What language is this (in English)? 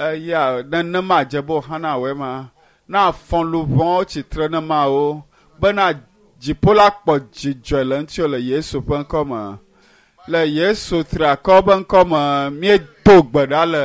Ewe